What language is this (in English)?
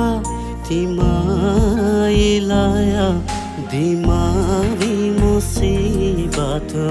Divehi